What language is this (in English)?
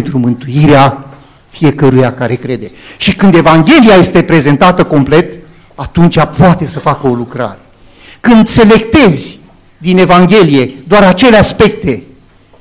Romanian